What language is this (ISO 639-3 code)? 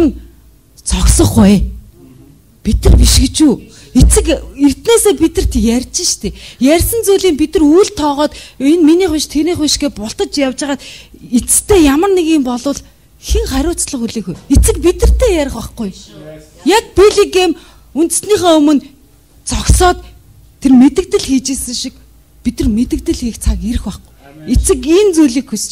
mon